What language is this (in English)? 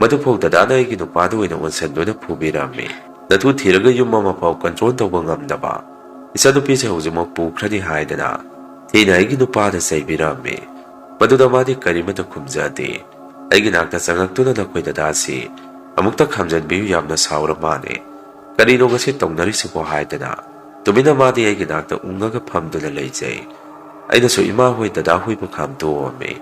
Manipuri